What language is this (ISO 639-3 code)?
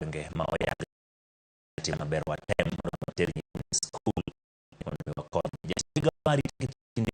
luo